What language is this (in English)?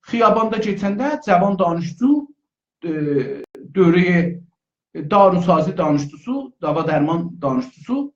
South Azerbaijani